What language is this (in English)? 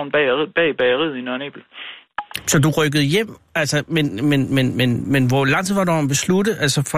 Danish